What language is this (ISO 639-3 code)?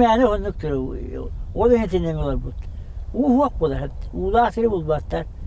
sah